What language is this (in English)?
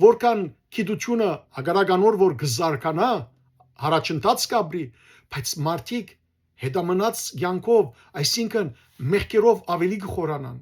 Western Armenian